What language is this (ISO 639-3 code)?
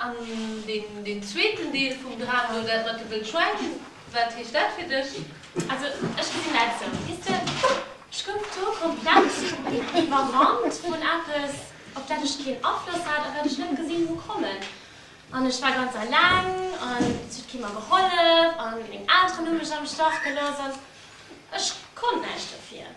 ltz